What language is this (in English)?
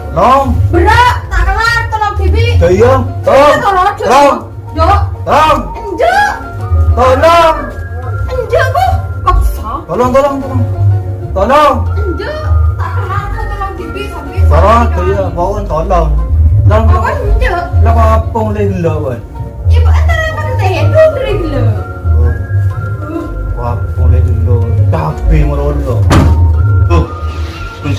Madurese